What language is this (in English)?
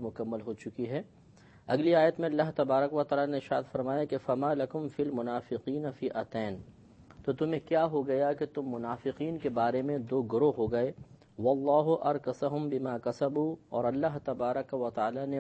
Urdu